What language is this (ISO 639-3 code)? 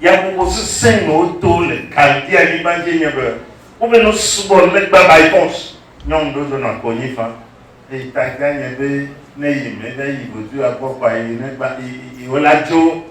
ewe